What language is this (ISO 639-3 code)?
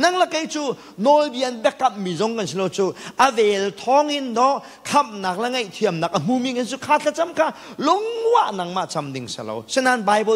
cnh